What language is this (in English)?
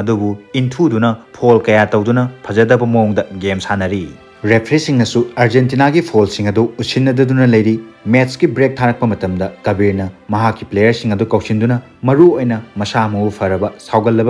Manipuri